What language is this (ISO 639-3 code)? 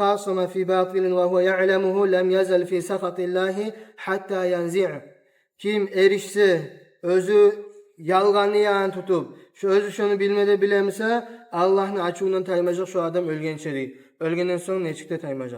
kum